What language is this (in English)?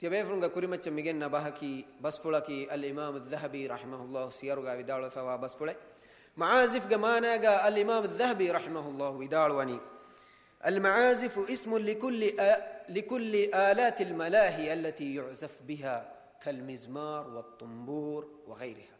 Divehi